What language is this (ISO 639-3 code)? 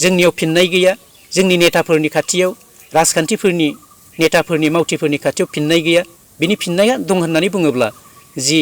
brx